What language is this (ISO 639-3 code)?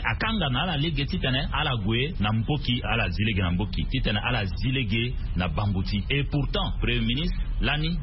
sag